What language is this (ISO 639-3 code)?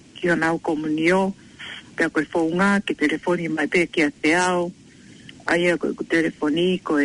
ton